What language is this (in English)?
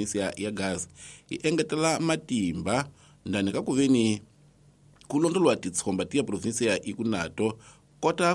Tsonga